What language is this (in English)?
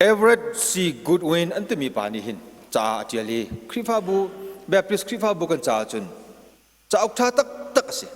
Hakha Chin